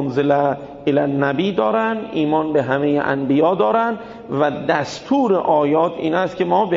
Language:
Persian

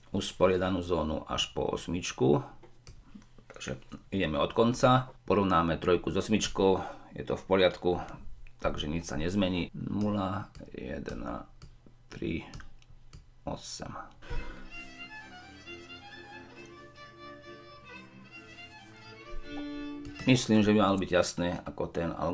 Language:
Slovak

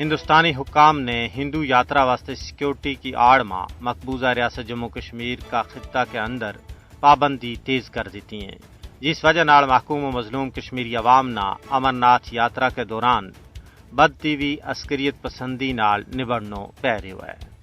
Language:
Gujari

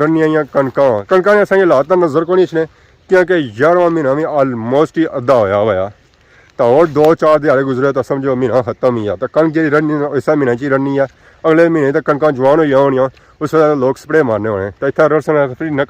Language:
Pahari-Potwari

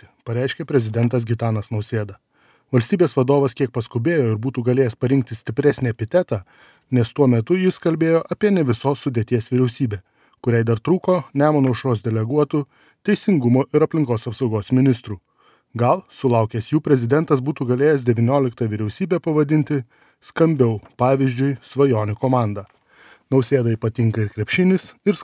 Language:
Lithuanian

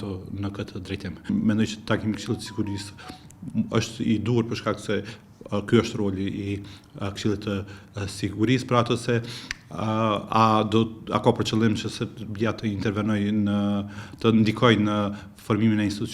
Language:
Albanian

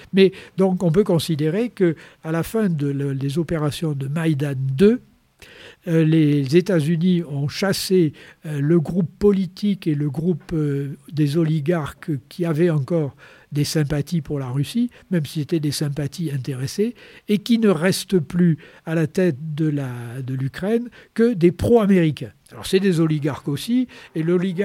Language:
French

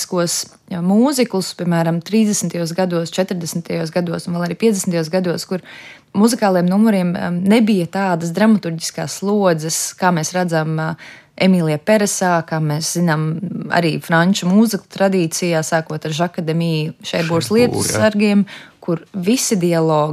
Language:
Latvian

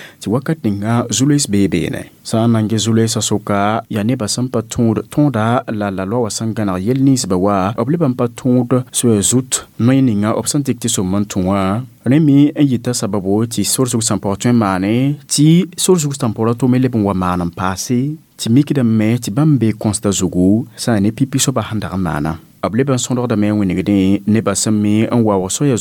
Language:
Mossi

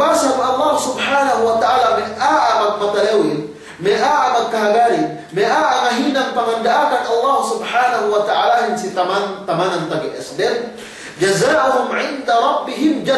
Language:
Yakan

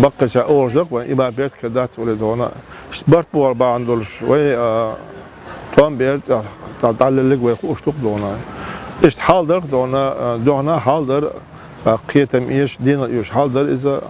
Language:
Chechen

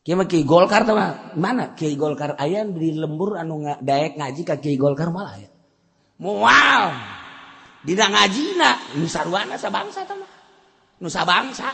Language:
Sundanese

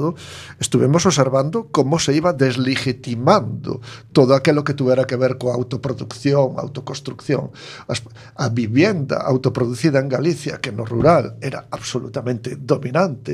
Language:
Galician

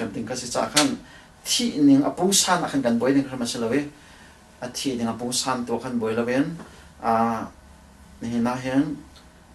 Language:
Hakha Chin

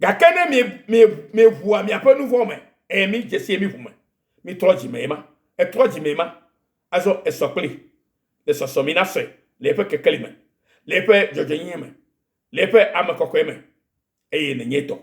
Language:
Ewe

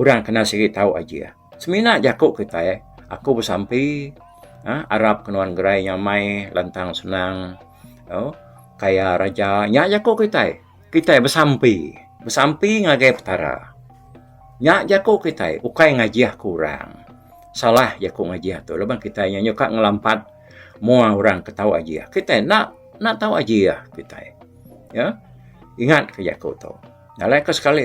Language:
Iban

